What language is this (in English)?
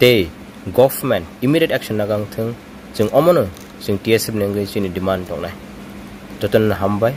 Kok Borok